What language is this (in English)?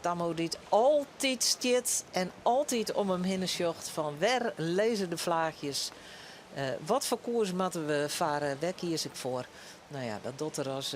Western Frisian